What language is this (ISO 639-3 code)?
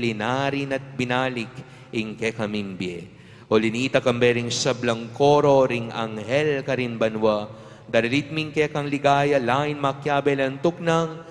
pam